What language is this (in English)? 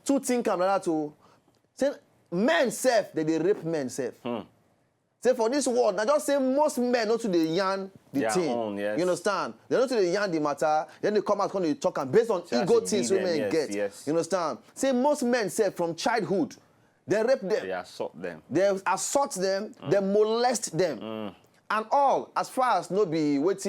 Nigerian Pidgin